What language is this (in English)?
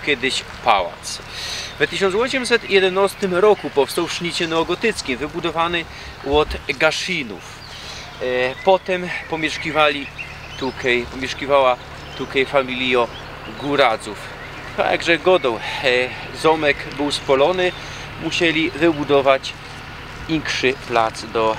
Silesian